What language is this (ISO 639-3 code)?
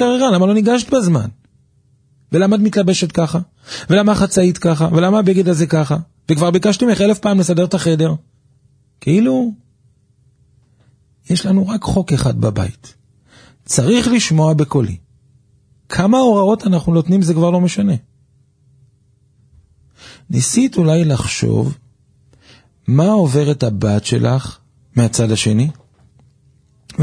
heb